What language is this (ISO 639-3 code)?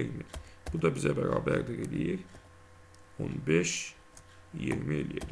aze